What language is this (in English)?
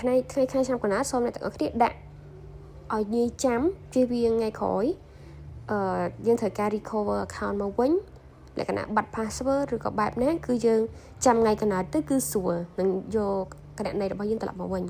Khmer